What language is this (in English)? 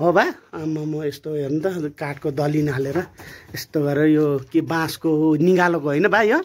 Nepali